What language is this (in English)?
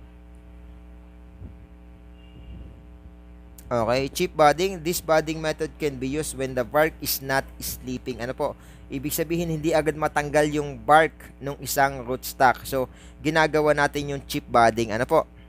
Filipino